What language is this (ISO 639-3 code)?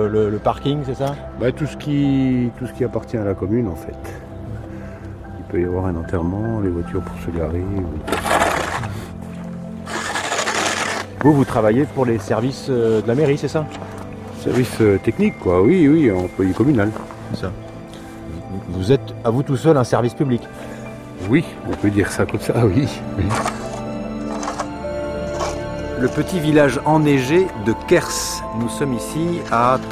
fra